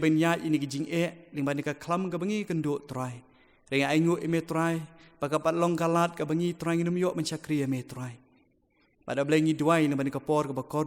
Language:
Khasi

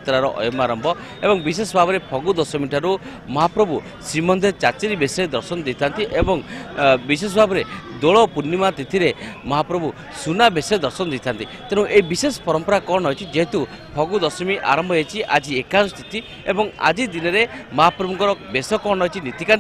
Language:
Odia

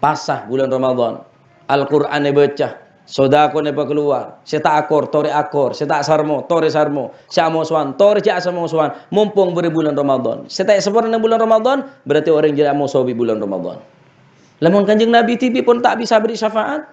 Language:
Madurese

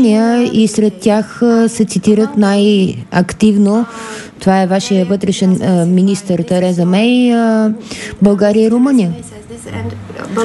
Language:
Bulgarian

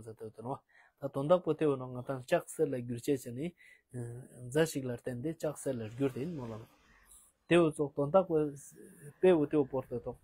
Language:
Ladakhi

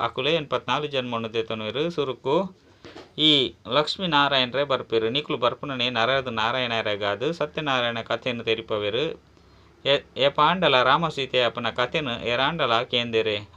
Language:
Tulu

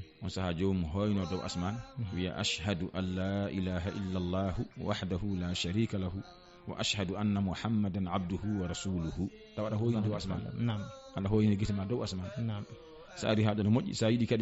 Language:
Fula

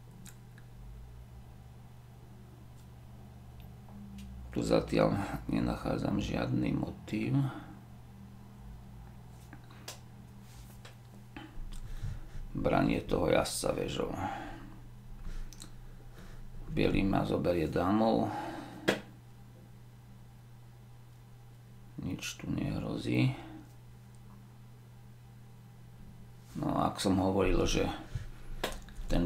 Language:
Slovak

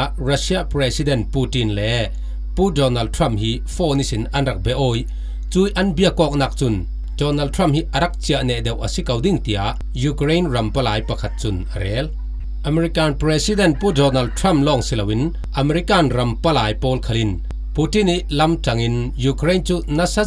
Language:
Falam Chin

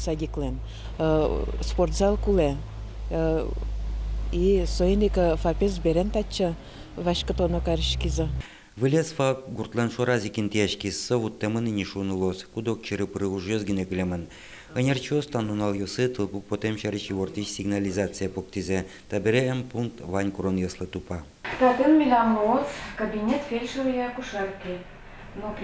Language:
Udmurt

